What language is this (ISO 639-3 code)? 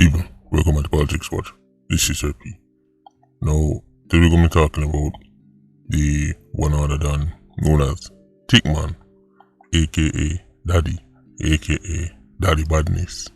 jam